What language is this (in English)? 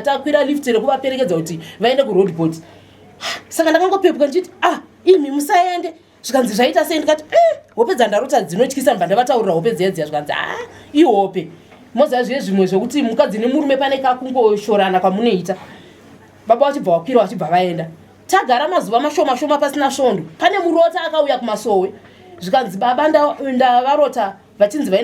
Shona